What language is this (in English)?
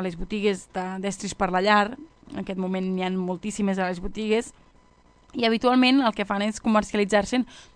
Catalan